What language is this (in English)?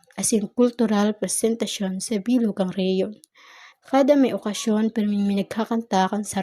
Bikol